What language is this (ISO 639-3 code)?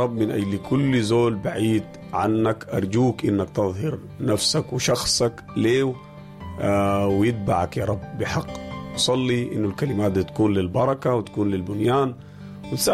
apd